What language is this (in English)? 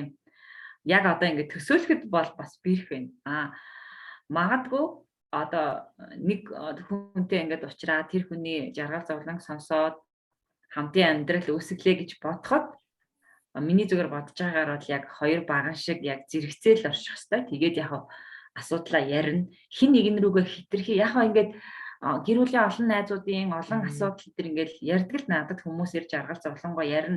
Mongolian